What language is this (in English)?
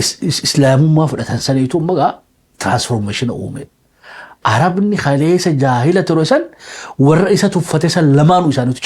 Oromo